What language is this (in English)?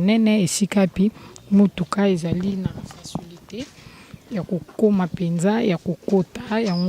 Lingala